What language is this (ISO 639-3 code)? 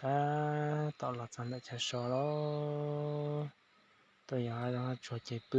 hmn